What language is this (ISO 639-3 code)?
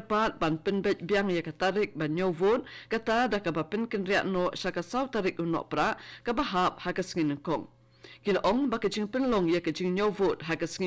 kha